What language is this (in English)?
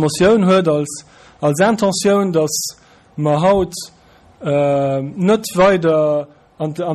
Luxembourgish